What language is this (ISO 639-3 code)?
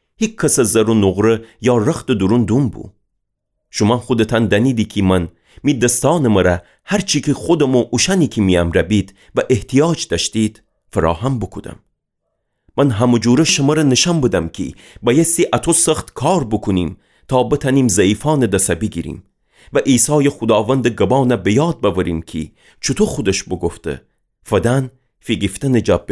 glk